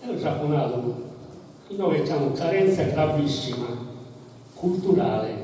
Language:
Sardinian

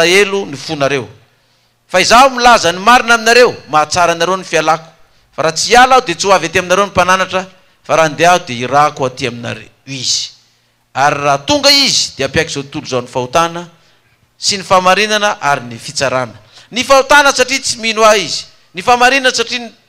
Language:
Malagasy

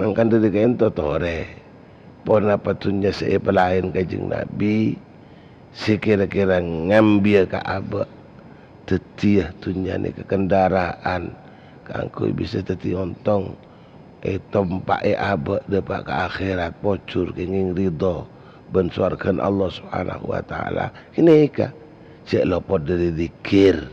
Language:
Madurese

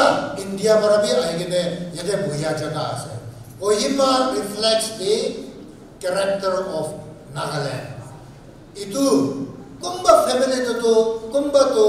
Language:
Naga Pidgin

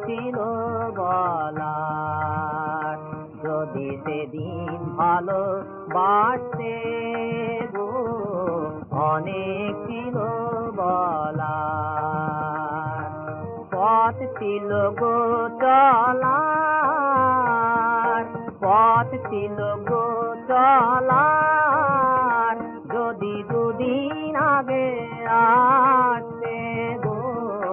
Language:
Bangla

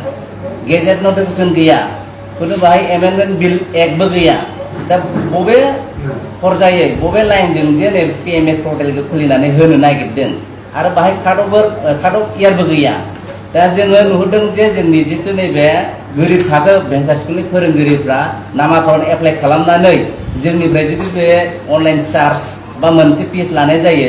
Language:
Bodo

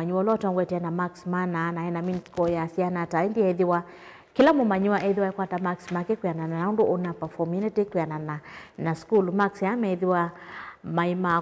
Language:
Kamba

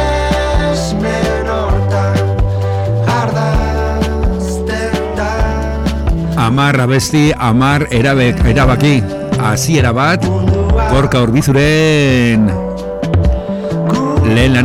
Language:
Basque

